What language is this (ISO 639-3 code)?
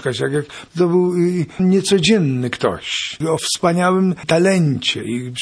pol